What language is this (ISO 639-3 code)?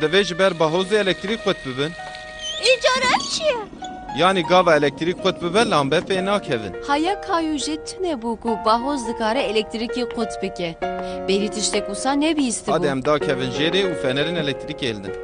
kur